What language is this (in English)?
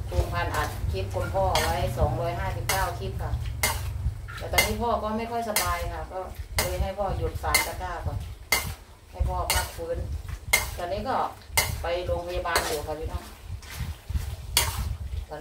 Thai